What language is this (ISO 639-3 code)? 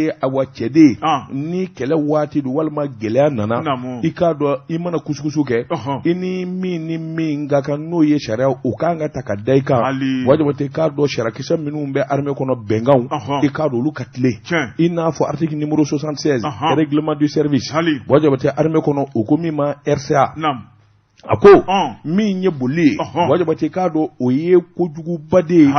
bam